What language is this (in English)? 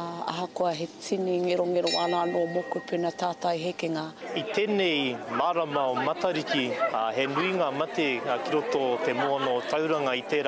Māori